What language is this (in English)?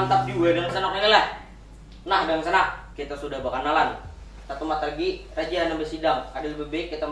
Banjar